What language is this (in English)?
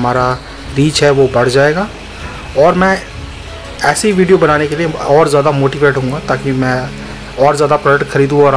Hindi